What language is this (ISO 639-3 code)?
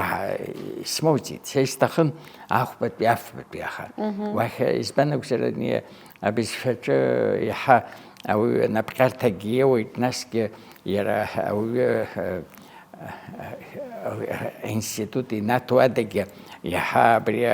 abk